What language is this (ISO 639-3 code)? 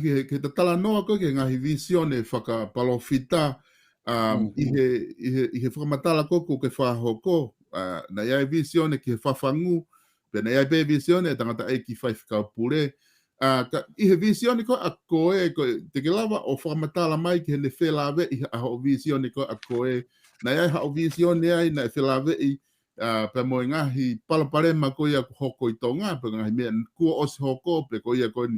ton